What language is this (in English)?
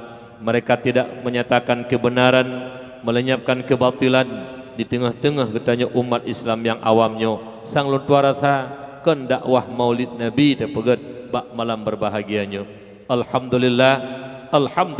Achinese